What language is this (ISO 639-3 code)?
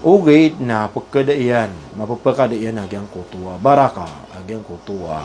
mrw